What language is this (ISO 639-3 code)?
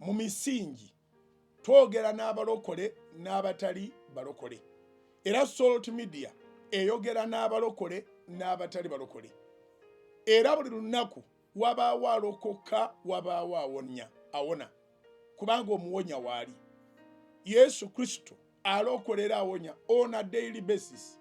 lug